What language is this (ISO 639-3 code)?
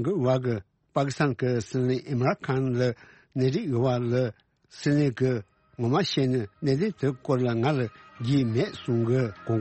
bod